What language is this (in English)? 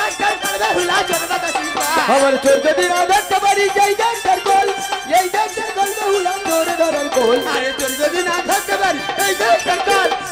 Bangla